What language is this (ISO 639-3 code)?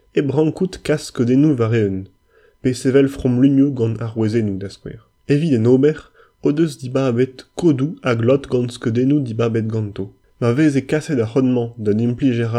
bre